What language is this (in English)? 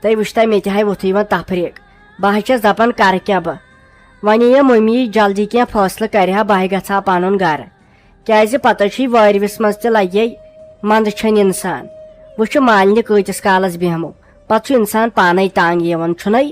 Kashmiri